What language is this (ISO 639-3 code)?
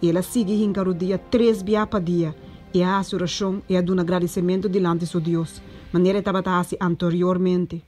pap